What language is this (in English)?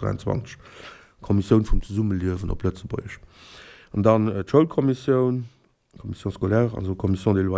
Luxembourgish